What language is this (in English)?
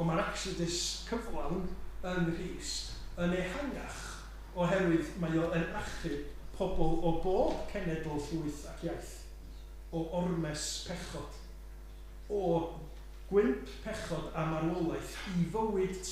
Welsh